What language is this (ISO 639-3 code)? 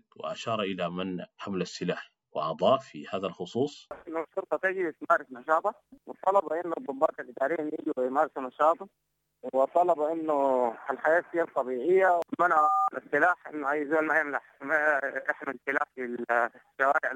apd